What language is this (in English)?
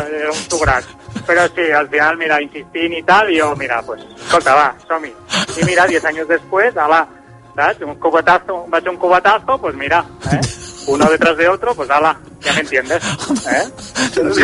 Catalan